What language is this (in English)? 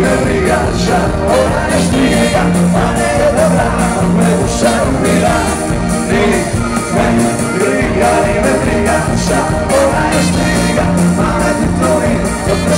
Croatian